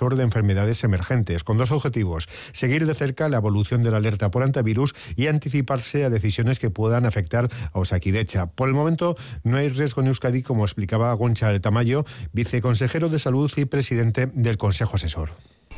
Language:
Spanish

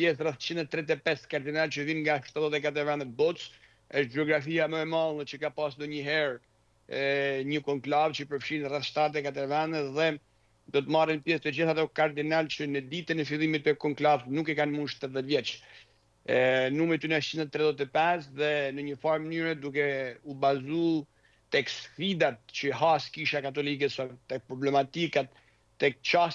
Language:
Albanian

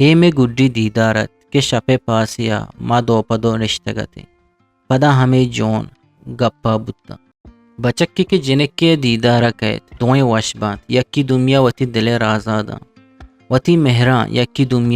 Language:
Eastern Balochi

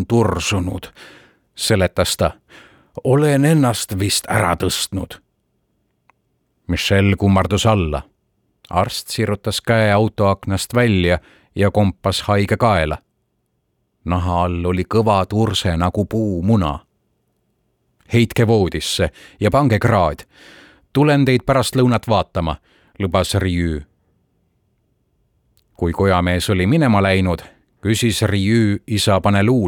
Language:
Estonian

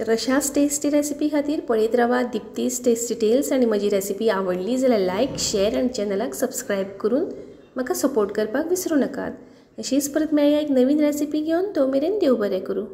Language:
Konkani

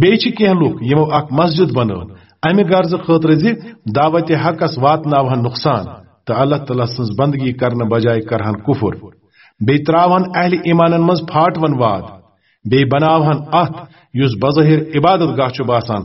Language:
Kashmiri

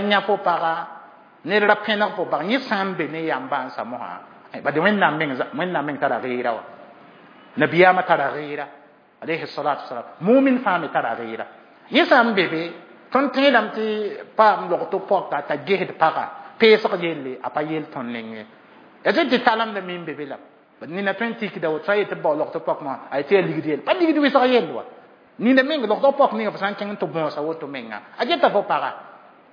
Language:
Mossi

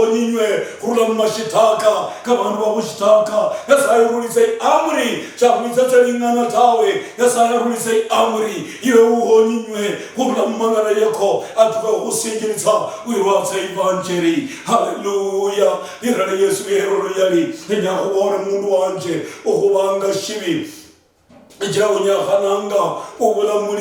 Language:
Luyia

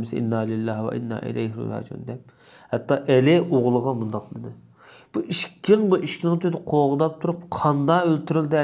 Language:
Uyghur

